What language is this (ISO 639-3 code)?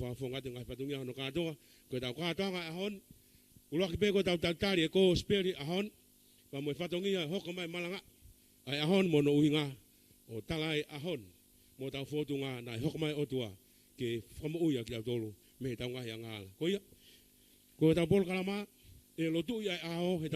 ton